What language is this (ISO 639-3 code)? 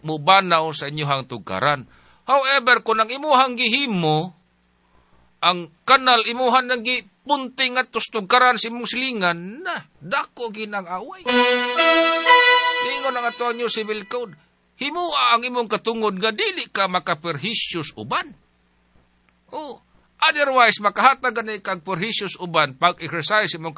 ceb